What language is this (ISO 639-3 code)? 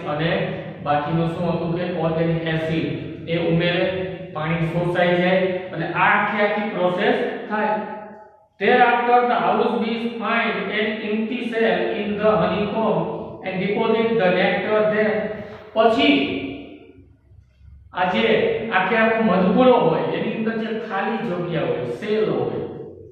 guj